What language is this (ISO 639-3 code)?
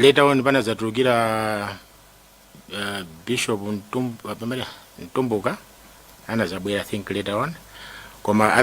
nya